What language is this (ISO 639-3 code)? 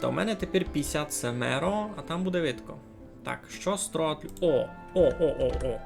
rue